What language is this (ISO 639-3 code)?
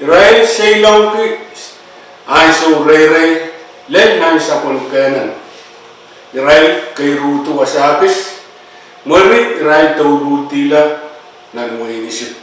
pon